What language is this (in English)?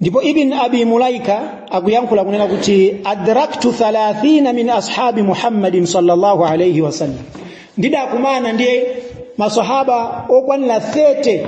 Nyanja